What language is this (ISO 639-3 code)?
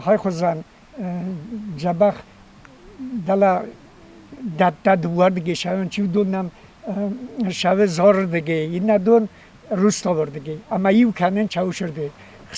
oss